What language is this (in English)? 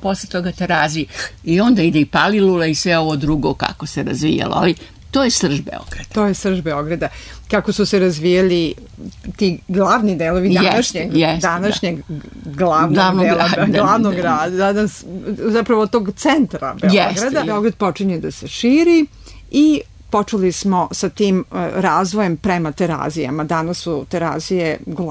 Serbian